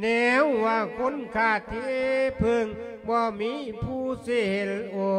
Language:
Lao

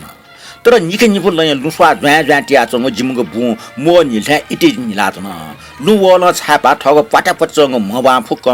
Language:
Newari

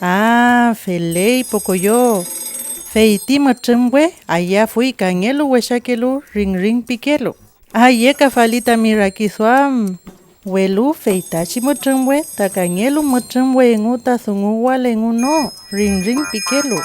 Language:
Mapuche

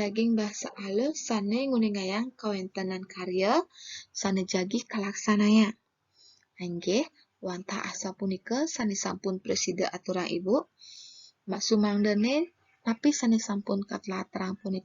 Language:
Balinese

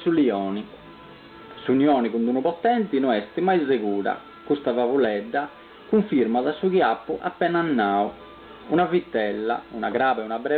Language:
Sardinian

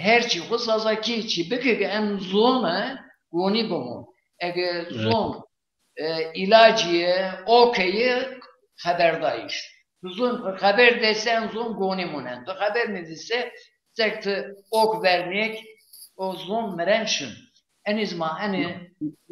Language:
Zaza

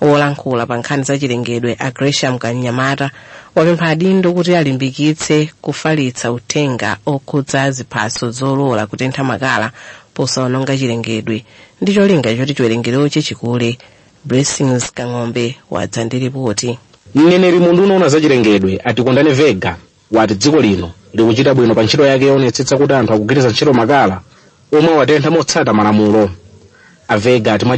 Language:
Nyanja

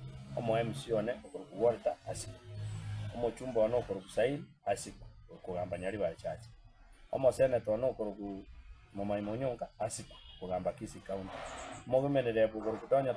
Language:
Gusii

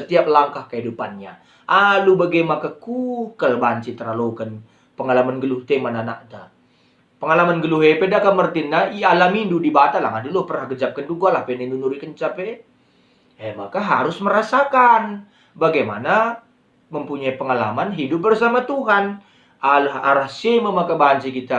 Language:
Batak Karo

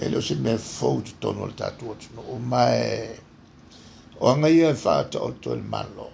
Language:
Samoan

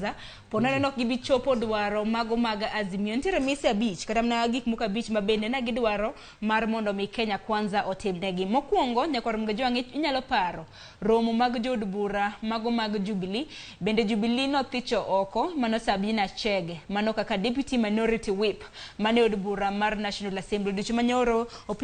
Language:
Luo (Kenya and Tanzania)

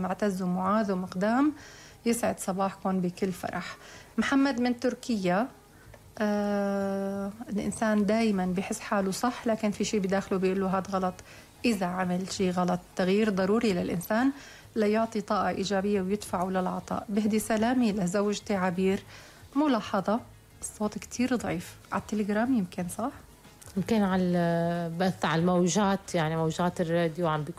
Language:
North Levantine Arabic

